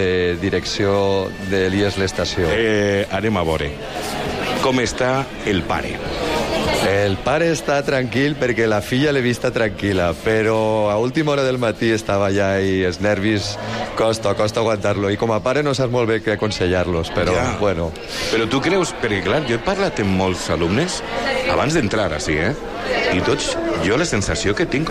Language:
Catalan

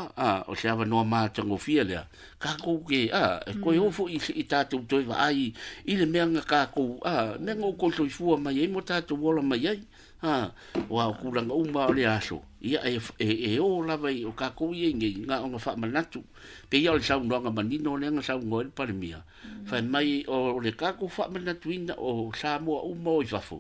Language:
Samoan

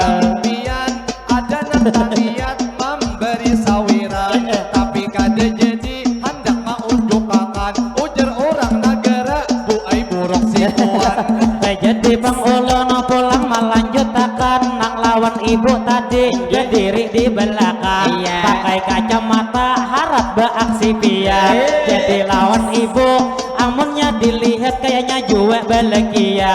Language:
Banjar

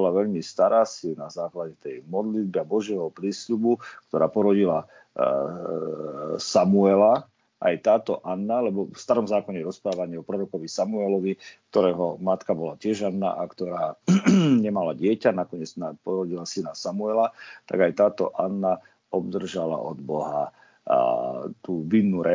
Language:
Slovak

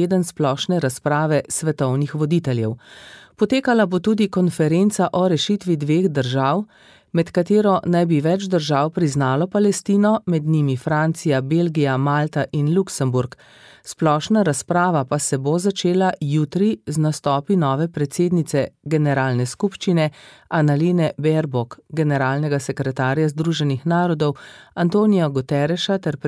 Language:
Slovenian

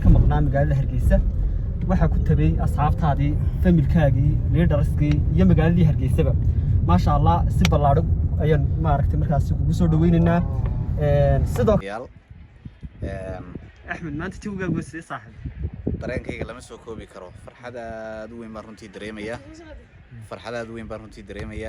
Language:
Somali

